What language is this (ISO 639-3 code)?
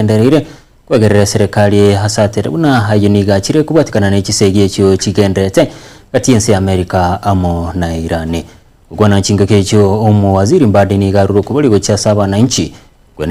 guz